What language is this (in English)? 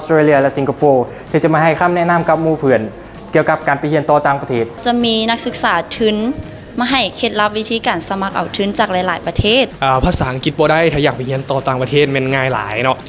Lao